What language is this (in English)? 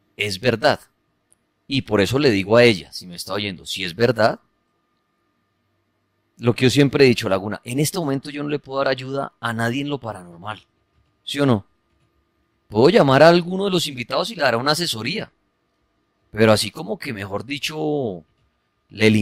Spanish